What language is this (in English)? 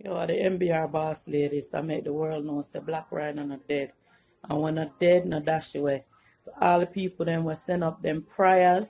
Jamaican Creole English